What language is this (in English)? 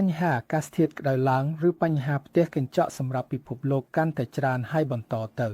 Khmer